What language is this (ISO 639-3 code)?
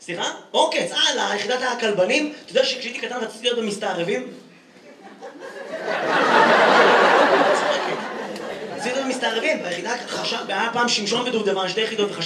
heb